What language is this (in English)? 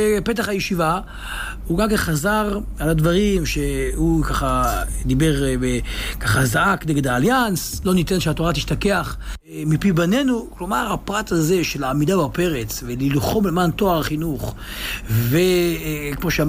Hebrew